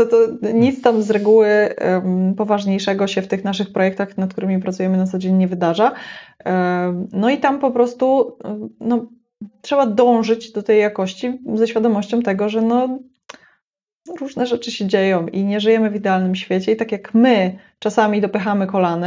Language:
Polish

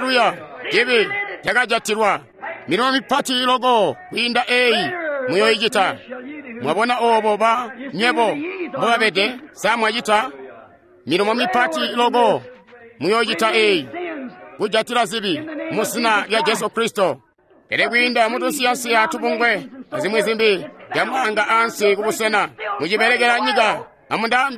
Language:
Tonga (Zambia)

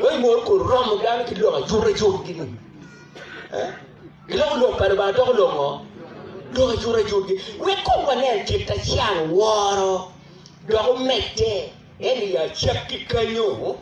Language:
Acoli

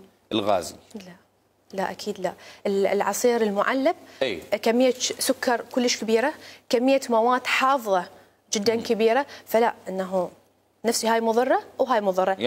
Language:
Mesopotamian Arabic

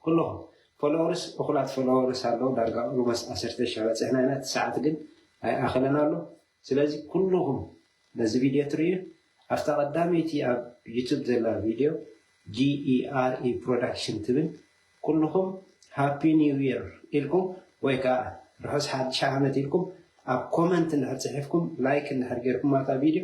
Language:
Tigrinya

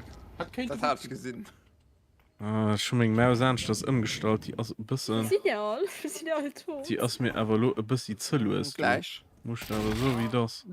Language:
Luxembourgish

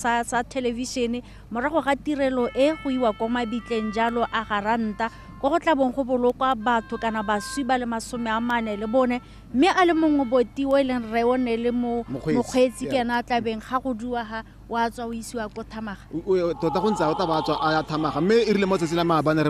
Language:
Tswana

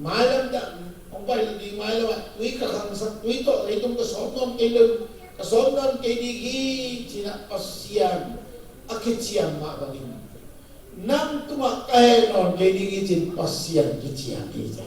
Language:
Tedim Chin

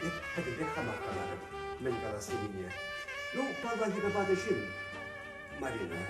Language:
Chuvash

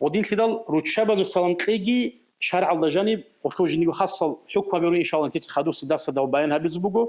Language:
Avaric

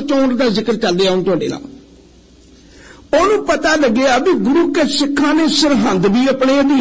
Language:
Punjabi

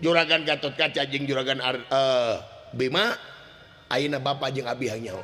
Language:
Sundanese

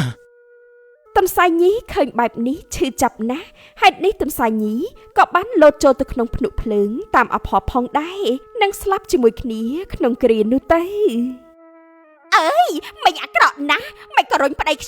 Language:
Khmer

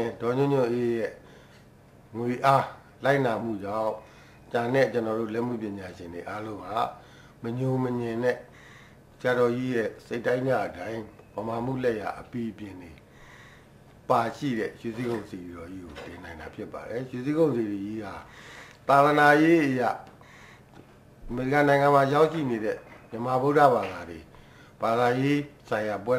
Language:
Burmese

